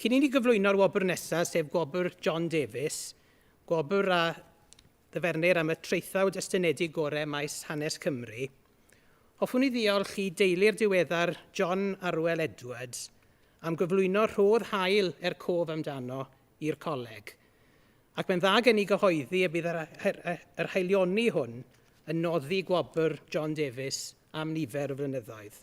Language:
Welsh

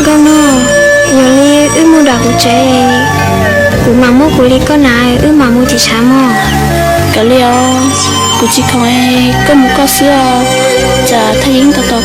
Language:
Hmong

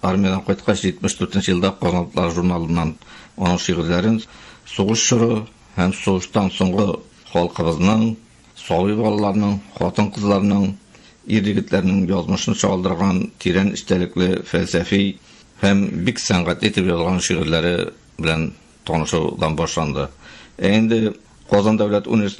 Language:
Tatar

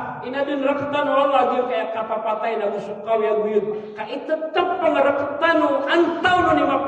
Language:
Maranao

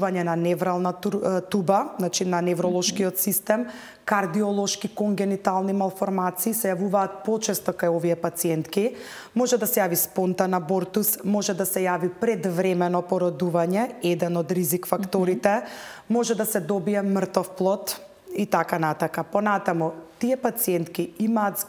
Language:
Macedonian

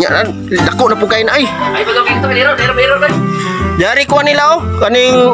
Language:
Cebuano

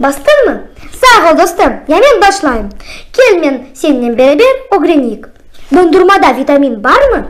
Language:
Crimean Tatar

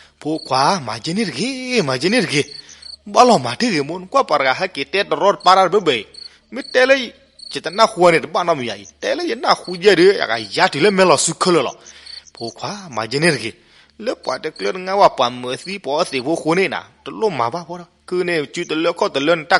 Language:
S'gaw Karen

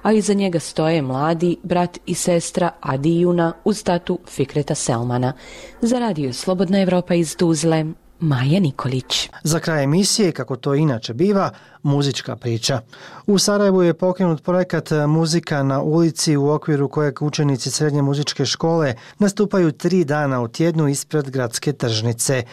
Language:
Bosnian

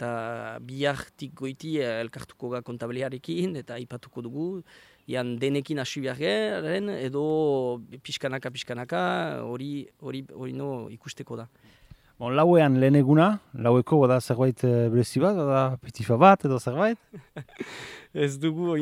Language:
Basque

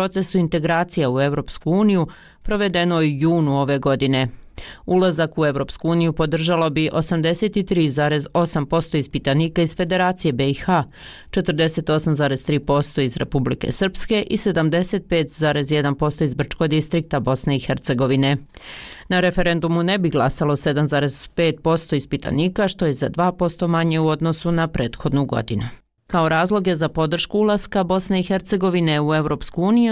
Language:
Bosnian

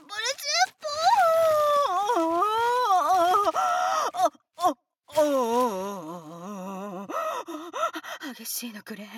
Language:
Japanese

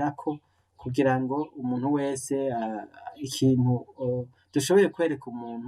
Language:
Rundi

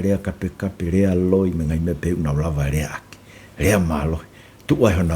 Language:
Tongan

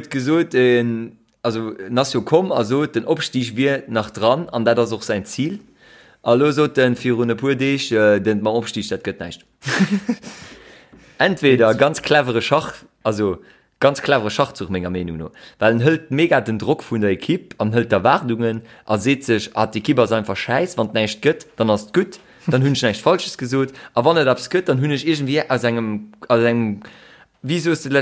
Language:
Luxembourgish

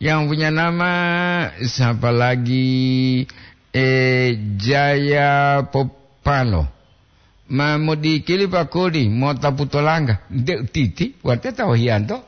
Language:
Gorontalo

